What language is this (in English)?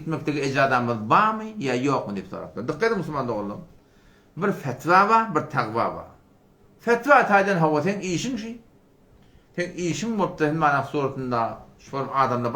Turkmen